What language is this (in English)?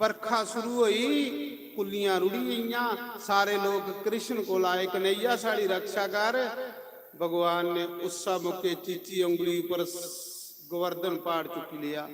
Dogri